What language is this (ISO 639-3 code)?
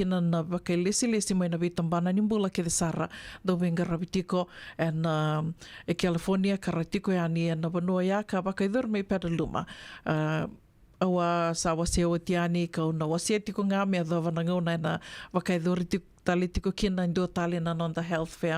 fij